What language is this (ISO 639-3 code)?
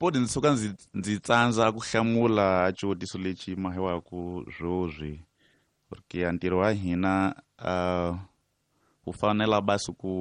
tso